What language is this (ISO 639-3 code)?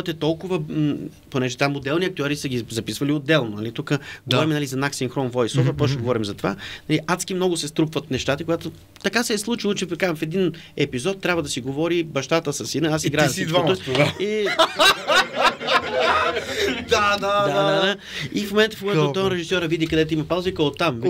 bul